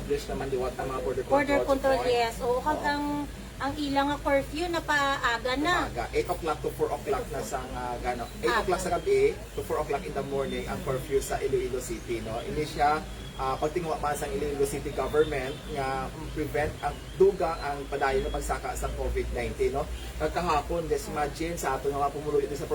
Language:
Hiligaynon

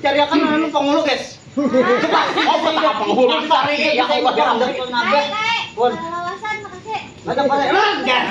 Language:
Banjar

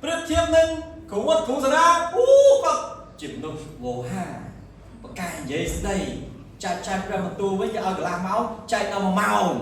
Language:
Khmer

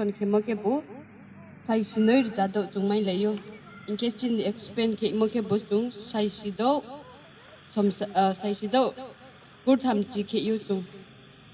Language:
Riang (India)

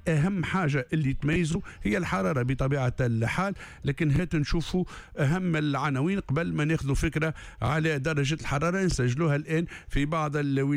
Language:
Tunisian Arabic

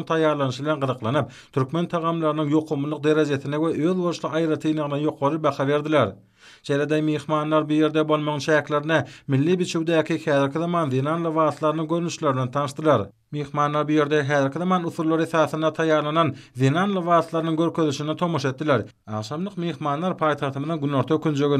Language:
Turkmen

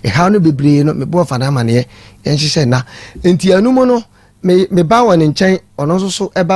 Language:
Akan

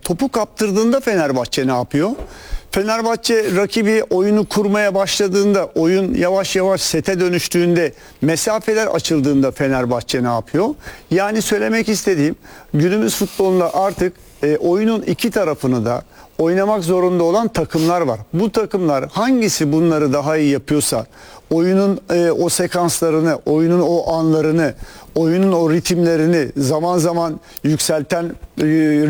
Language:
Turkish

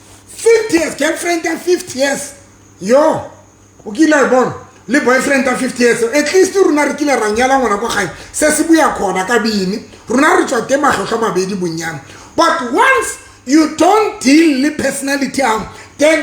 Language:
Southern Sotho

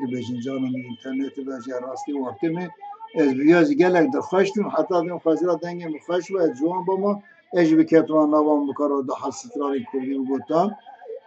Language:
Kurdish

